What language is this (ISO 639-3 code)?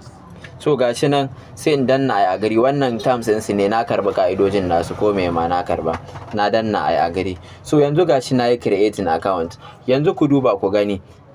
hau